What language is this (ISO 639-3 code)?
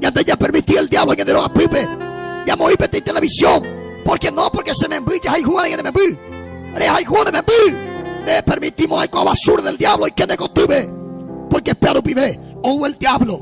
grn